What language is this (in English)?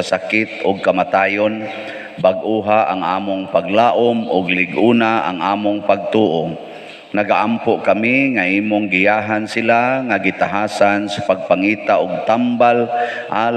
Cebuano